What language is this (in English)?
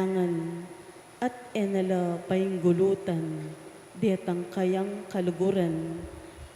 Pampanga